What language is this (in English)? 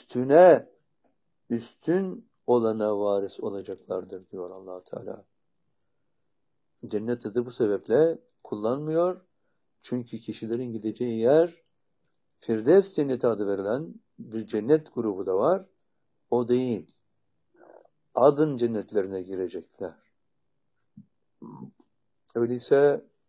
Turkish